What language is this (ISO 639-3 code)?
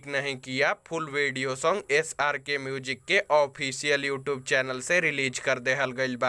bho